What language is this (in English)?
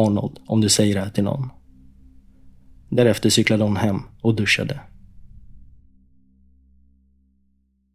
Swedish